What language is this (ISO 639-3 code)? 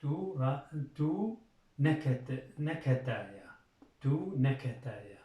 kur